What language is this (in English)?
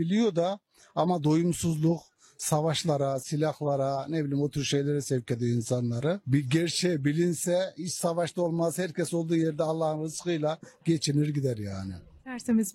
Turkish